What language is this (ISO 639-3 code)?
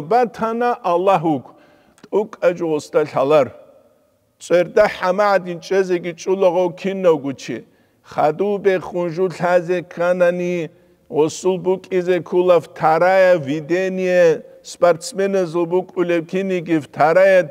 ava